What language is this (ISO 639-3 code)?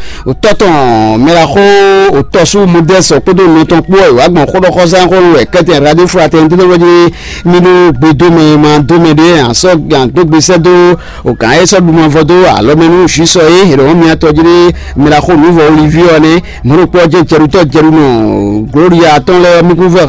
fon